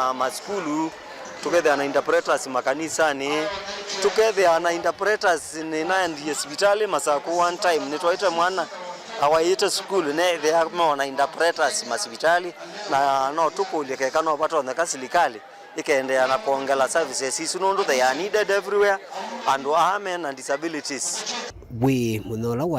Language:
Kamba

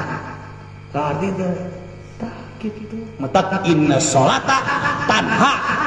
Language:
Sundanese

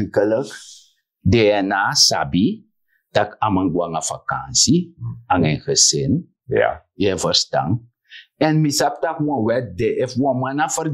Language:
Sranan Tongo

